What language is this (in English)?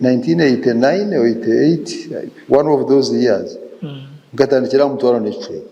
Nyankole